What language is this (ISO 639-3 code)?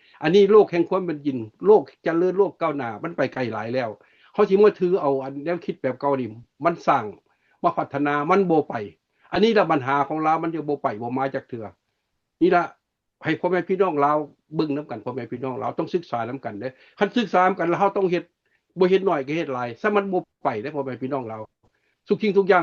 lao